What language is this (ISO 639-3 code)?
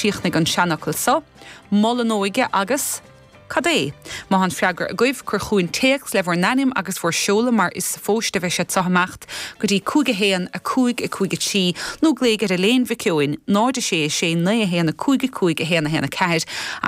gle